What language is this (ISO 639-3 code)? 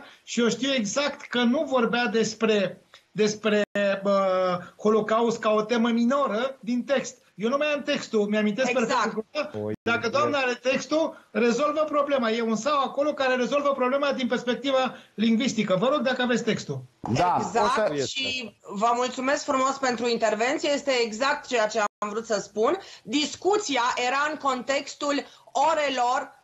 ron